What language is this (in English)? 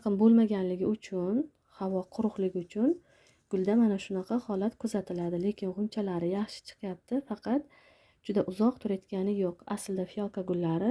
Uzbek